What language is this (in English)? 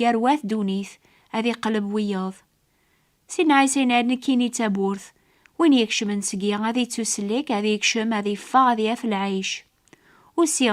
Kabyle